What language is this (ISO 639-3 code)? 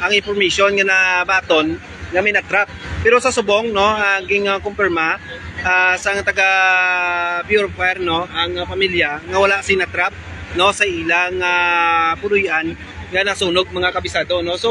hil